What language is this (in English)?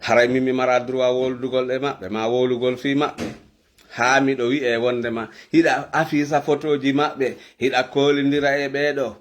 Fula